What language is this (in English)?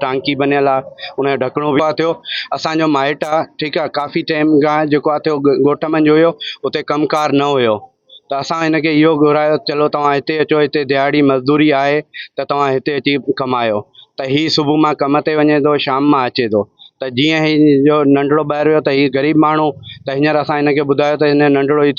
Sindhi